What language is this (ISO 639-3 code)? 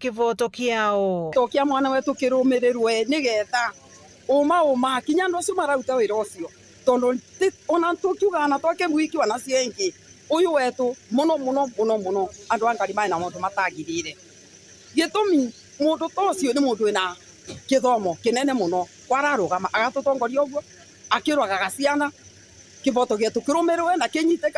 mer